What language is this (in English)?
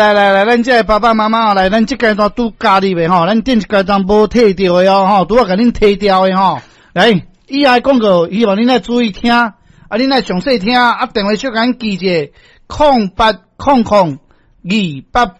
Min Nan Chinese